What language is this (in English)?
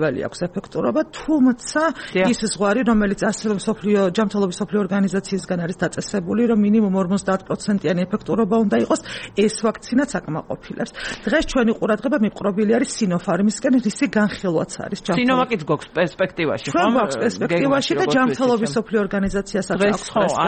Georgian